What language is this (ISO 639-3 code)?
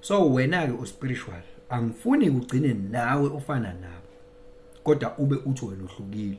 zul